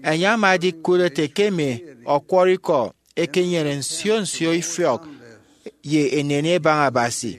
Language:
Efik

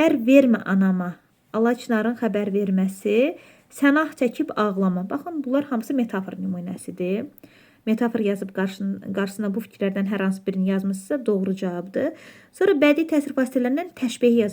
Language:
Azerbaijani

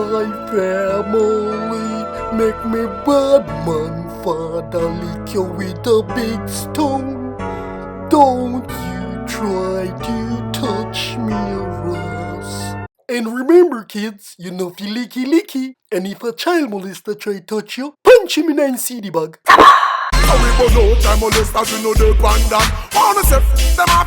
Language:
Jamaican Creole English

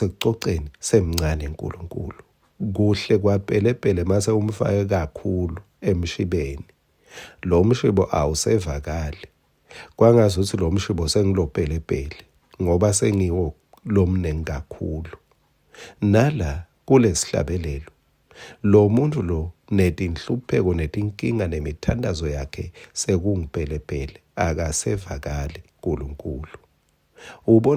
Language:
Swati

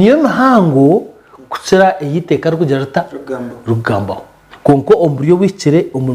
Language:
Nyankole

